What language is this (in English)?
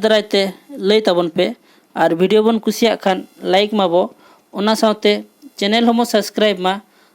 Santali